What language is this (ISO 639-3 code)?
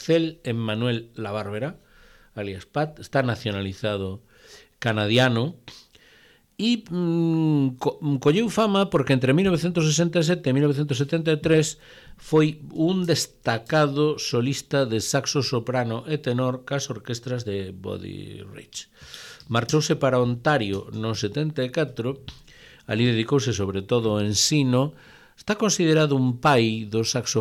glg